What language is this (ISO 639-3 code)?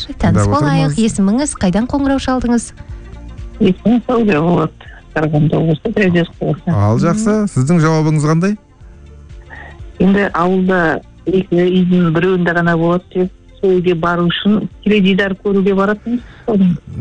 kaz